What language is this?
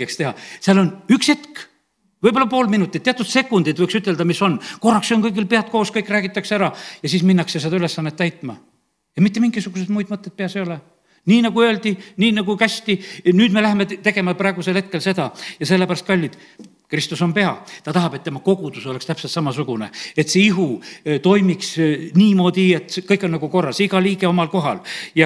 Estonian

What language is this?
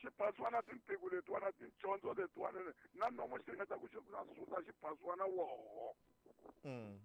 Tsonga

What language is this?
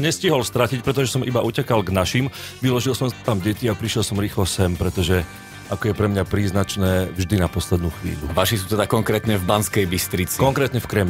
Slovak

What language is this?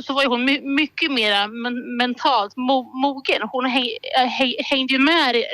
Swedish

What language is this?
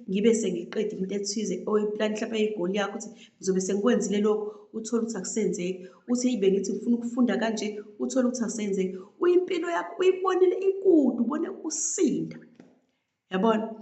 Zulu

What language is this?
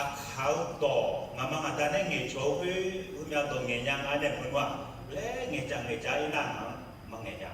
Akha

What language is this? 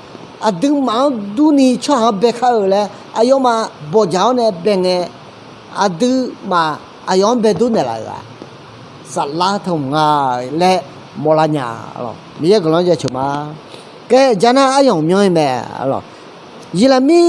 Akha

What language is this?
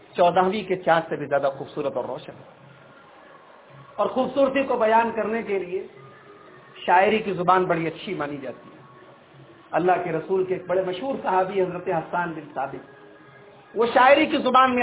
Urdu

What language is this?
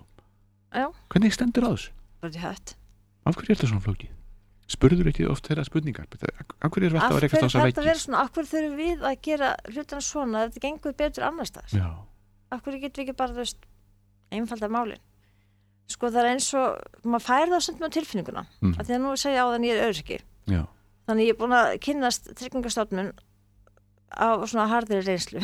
Icelandic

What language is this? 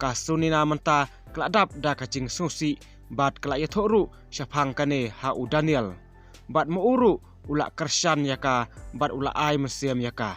Khasi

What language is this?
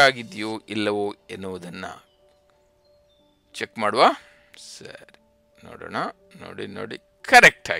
Kannada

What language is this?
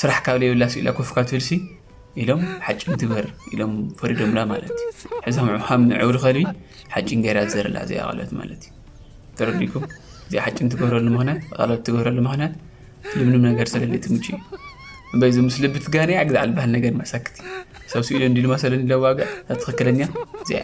Tigrinya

